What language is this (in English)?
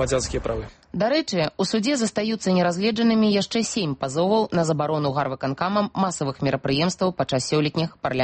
Belarusian